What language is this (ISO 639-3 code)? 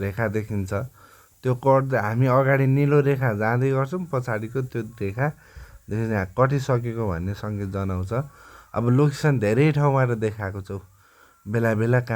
nep